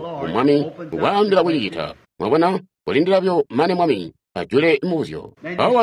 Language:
Tonga (Zambia)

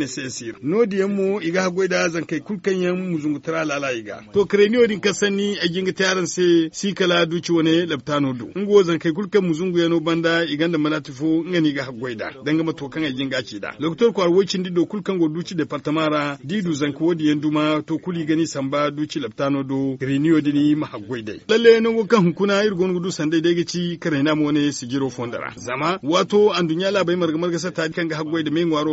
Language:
Zarma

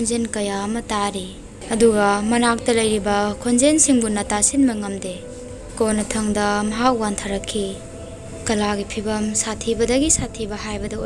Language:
Manipuri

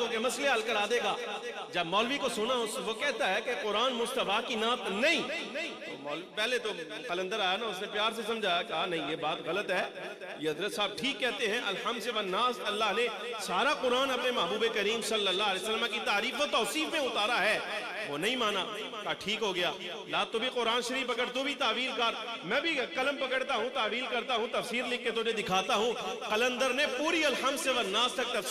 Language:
Urdu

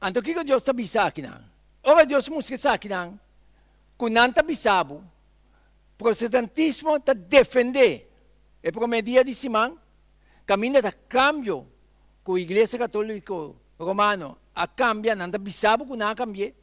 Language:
Papiamento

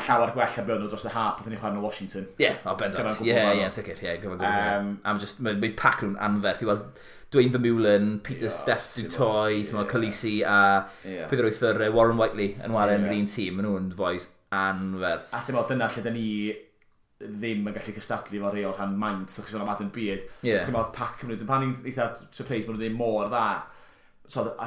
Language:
Welsh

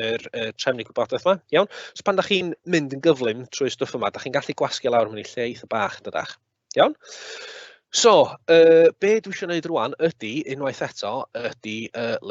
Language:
Welsh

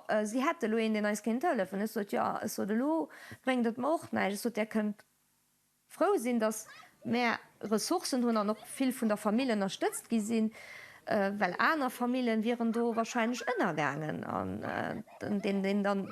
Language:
Luxembourgish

